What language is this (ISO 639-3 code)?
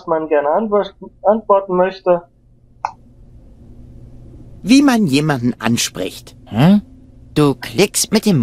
deu